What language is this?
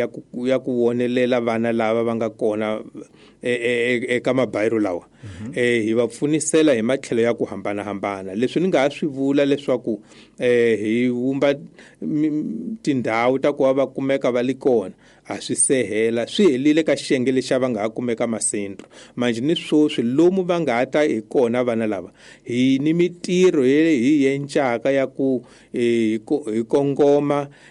Tsonga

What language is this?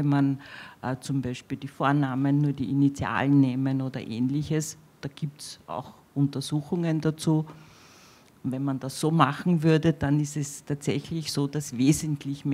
German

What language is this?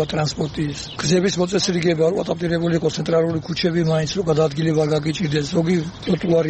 Georgian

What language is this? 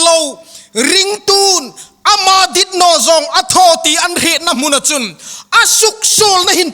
Hmar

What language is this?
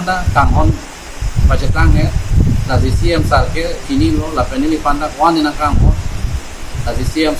Karbi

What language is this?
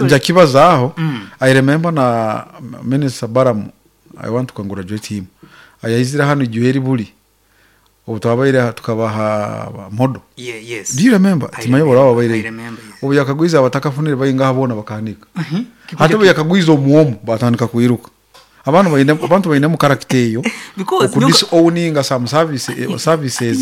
Nyankole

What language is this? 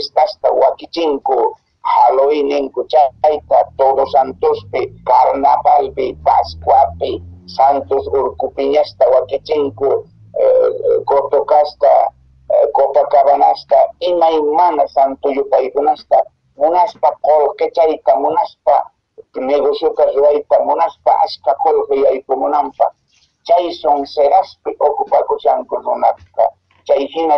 Quechua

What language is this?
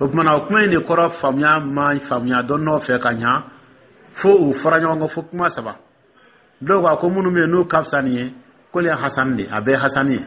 Dyula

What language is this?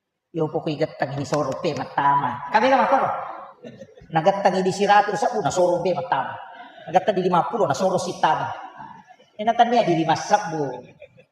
Buginese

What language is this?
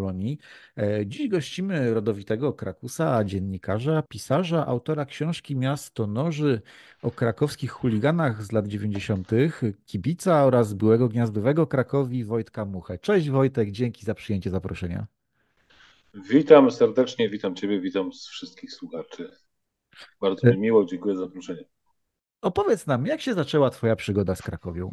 Polish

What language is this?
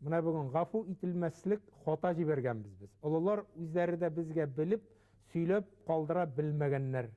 Bashkir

